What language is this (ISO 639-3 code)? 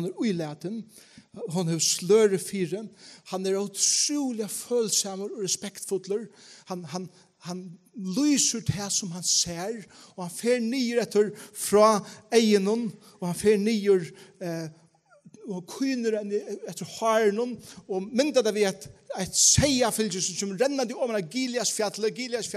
fao